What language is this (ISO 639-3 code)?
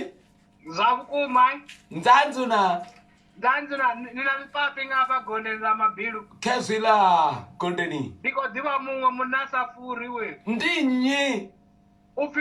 ven